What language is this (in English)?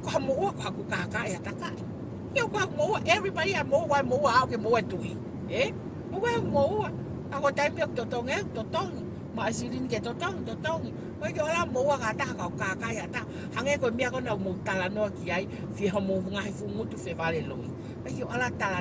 Tongan